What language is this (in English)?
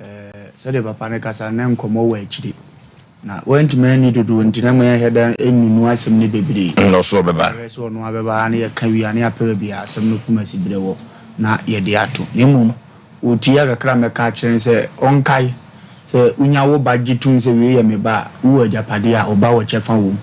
Akan